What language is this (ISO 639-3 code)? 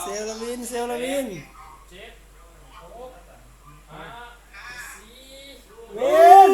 lao